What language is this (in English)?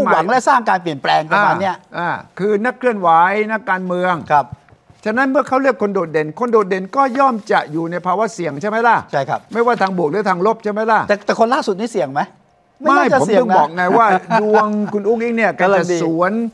Thai